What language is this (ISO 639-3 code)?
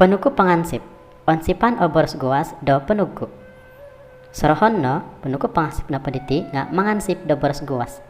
dtp